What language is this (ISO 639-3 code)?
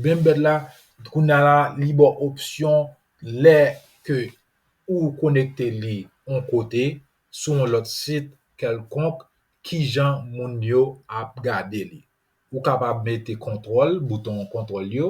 hat